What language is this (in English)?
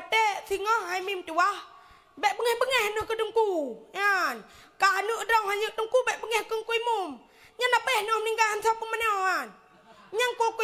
Achinese